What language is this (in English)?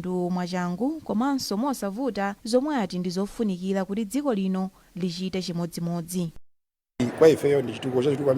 Nyanja